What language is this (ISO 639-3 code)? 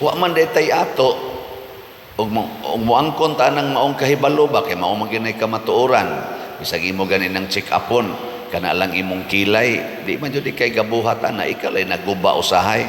ceb